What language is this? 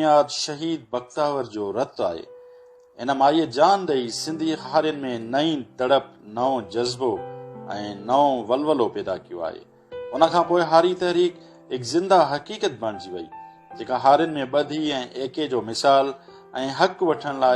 Sindhi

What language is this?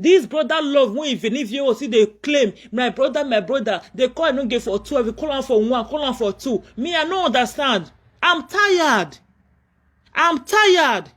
Nigerian Pidgin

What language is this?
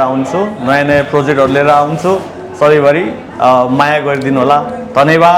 Nepali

